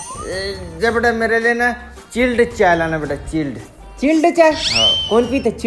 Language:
Chhattisgarhi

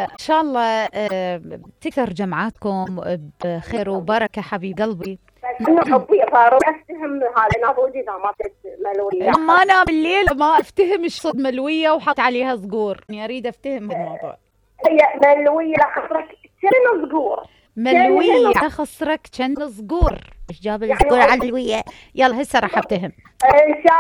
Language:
Mesopotamian Arabic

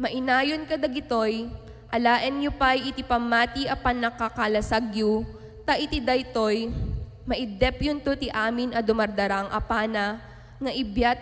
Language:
Iloko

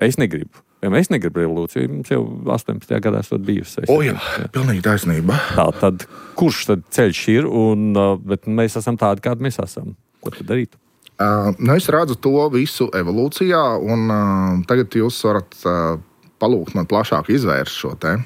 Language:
Latvian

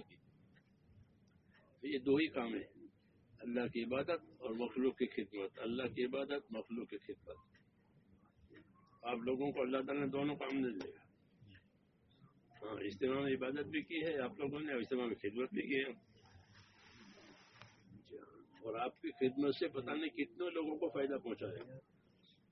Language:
Urdu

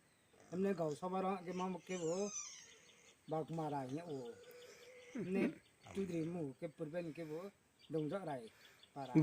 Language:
Riang (India)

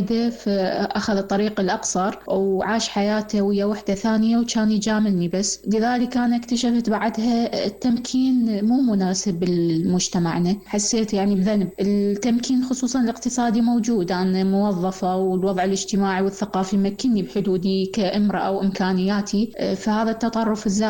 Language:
Mesopotamian Arabic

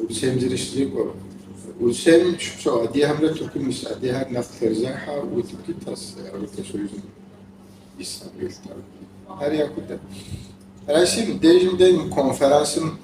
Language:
Kabardian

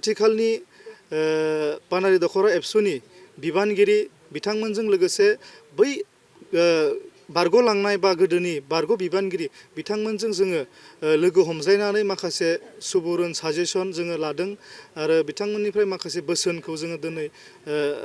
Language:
Bodo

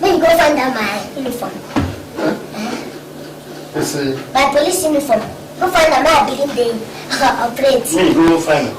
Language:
Nigerian Pidgin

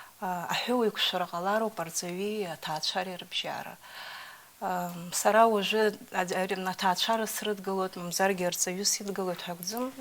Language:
Abkhazian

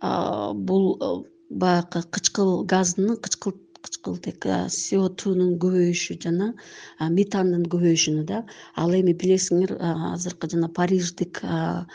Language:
Kyrgyz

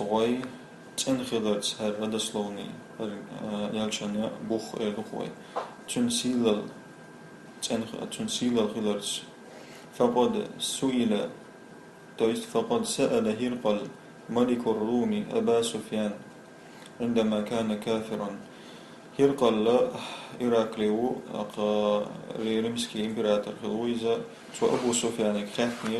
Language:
Chechen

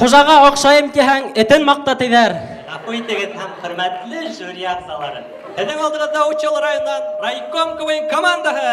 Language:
Bashkir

